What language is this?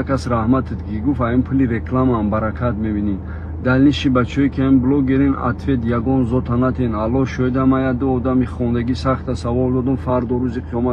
Tajik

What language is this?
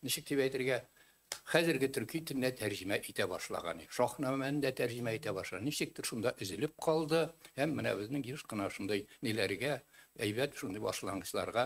Tatar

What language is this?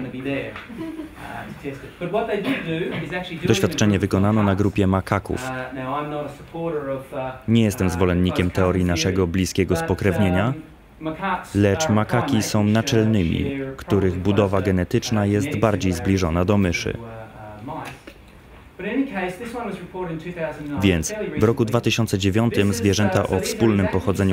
Polish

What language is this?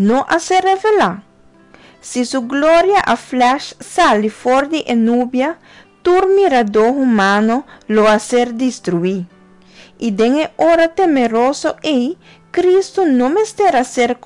Papiamento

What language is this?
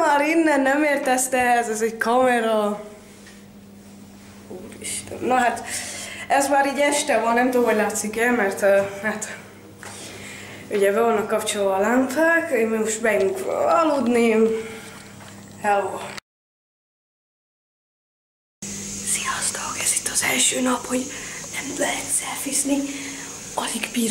Hungarian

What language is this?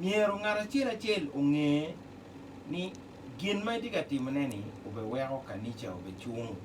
Acoli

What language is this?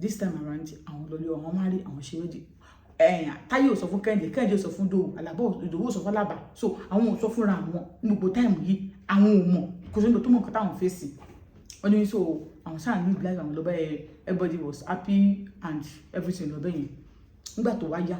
Yoruba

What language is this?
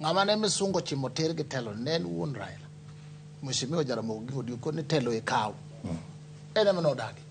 Luo (Kenya and Tanzania)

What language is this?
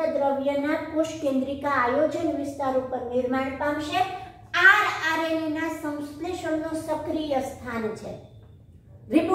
Gujarati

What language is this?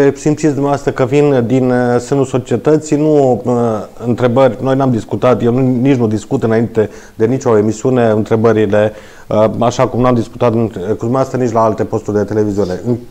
Romanian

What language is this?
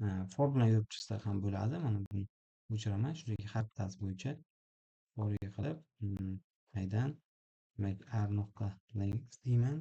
Uzbek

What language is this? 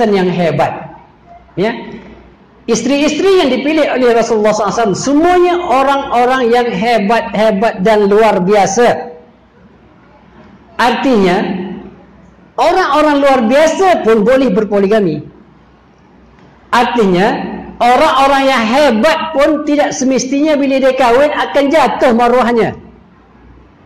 Malay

